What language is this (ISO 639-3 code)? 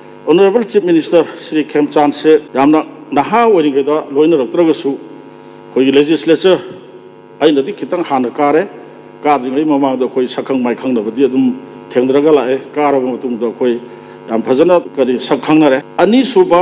mni